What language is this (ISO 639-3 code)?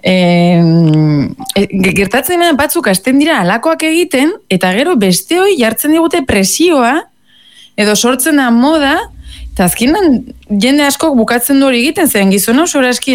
eus